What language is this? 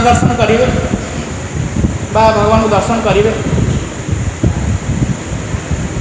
Odia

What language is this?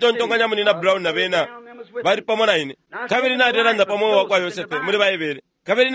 Bemba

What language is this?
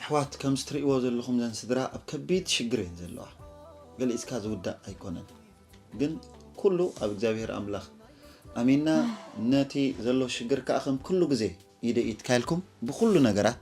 Tigrinya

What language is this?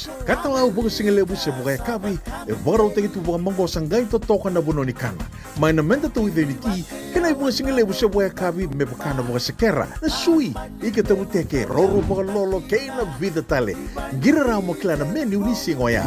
Fijian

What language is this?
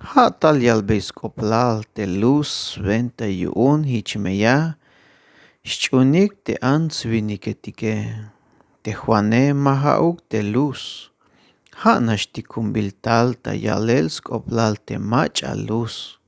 Tzeltal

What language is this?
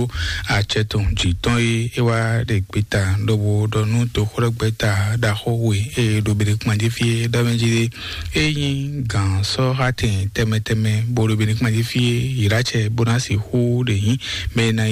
Fon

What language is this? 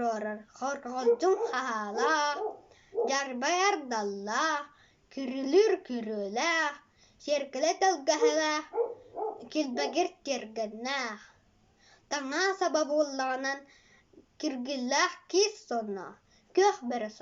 Yakut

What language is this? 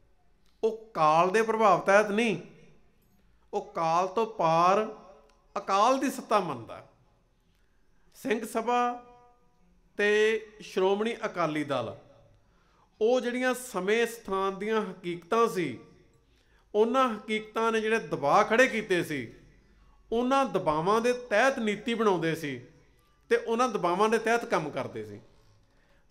Punjabi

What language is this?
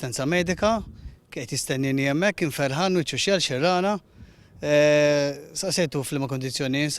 Maltese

